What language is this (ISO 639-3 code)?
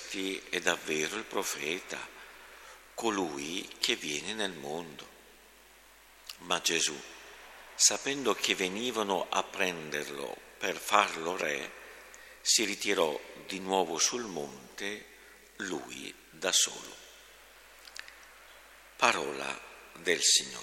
ita